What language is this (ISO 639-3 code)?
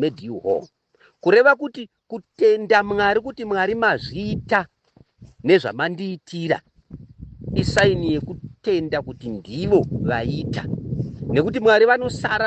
sna